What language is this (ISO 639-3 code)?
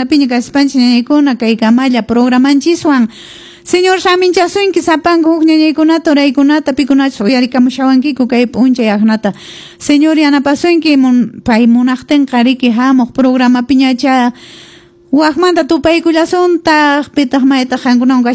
que